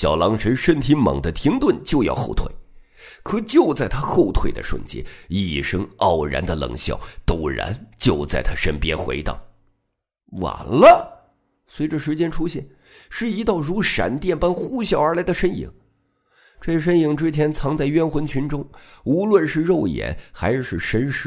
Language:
Chinese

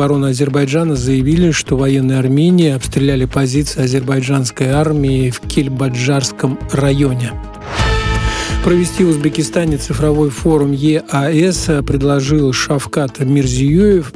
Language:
Russian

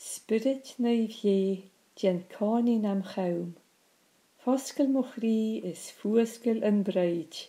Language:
Scottish Gaelic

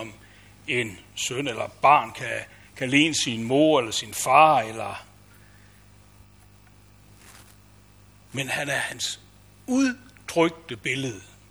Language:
Danish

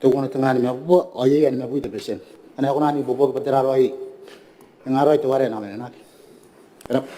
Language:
Gilbertese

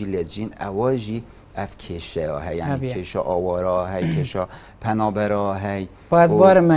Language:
Kurdish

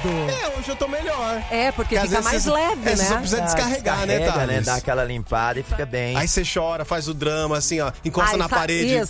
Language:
Portuguese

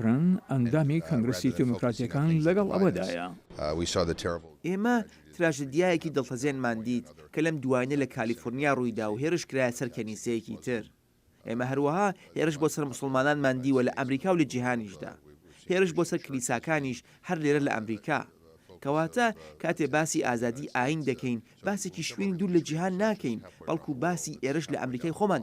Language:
Central Kurdish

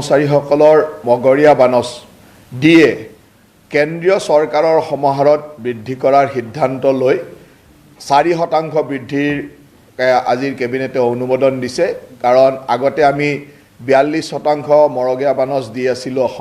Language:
Assamese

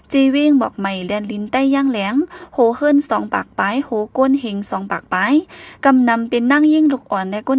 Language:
Shan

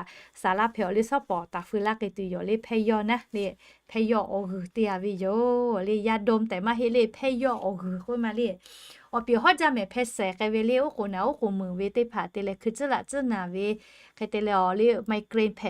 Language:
Lahu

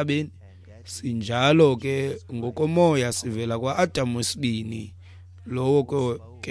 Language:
Xhosa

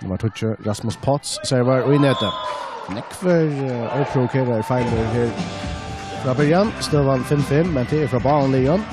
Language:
Faroese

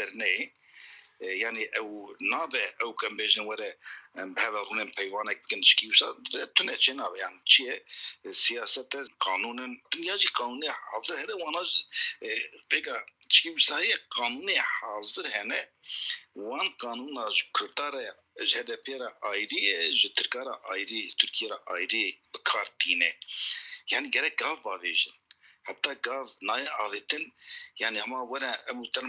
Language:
Kurdish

